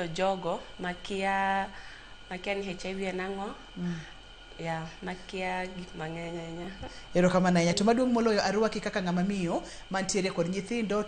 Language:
Luo (Kenya and Tanzania)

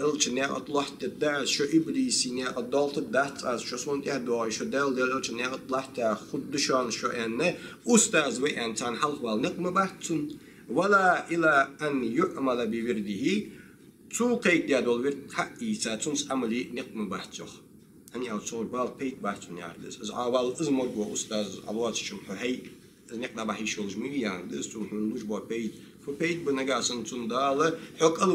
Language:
Ingush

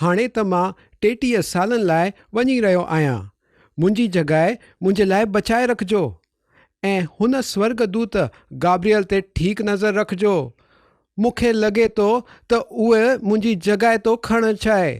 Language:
Sindhi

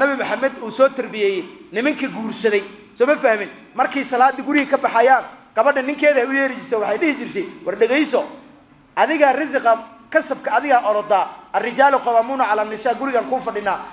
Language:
Somali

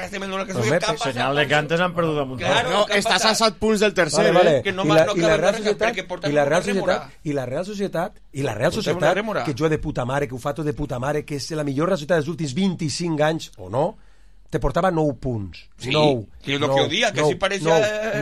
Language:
Catalan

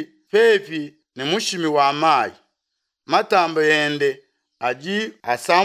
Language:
Luba-Lulua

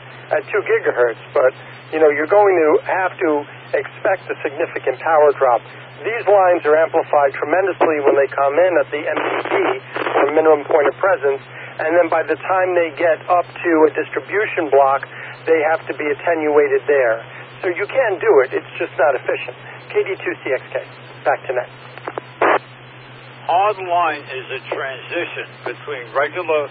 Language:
English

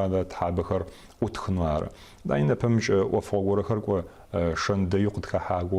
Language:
Adyghe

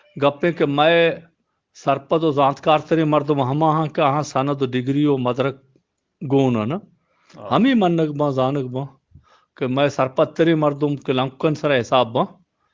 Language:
Eastern Balochi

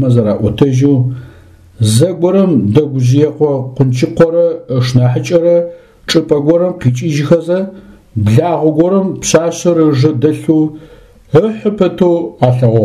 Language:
Adyghe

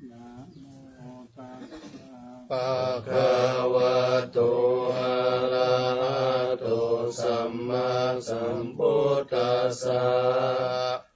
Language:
Pali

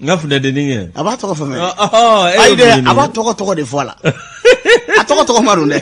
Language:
Bambara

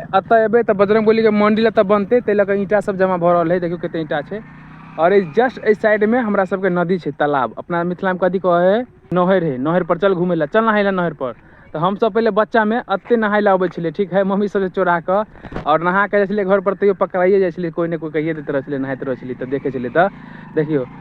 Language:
Maithili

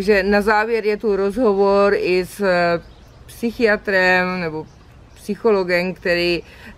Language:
Czech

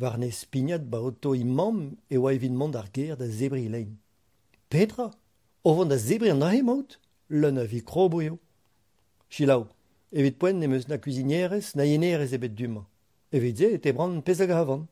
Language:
Breton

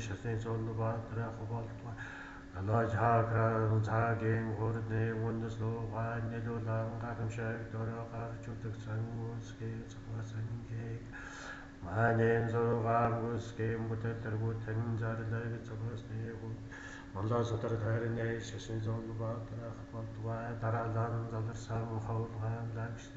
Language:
Mongolian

